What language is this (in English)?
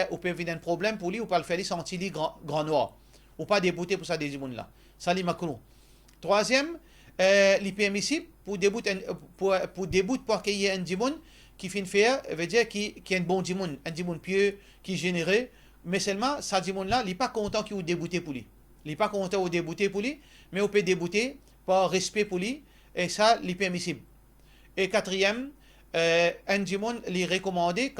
Morisyen